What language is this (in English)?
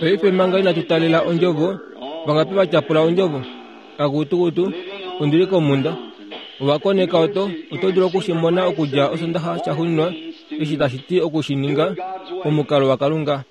Kuanyama